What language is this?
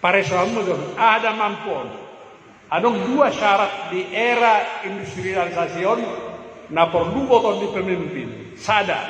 Batak Toba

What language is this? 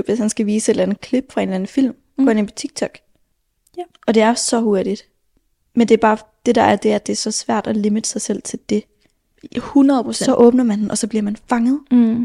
Danish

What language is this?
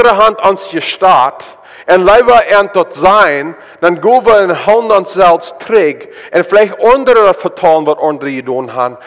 Plautdietsch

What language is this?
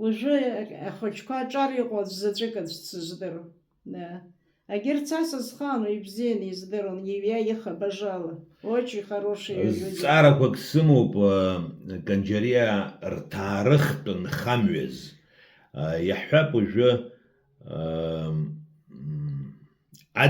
Abkhazian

